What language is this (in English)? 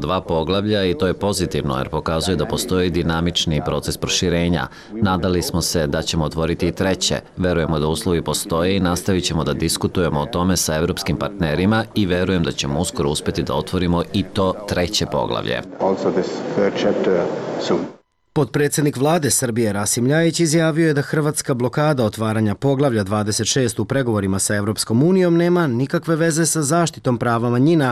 Serbian